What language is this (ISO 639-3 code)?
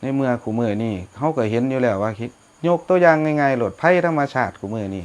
tts